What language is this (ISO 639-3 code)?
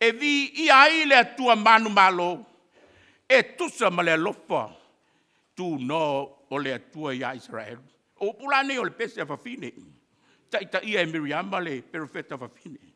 smo